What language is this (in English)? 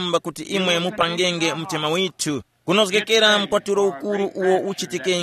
Tumbuka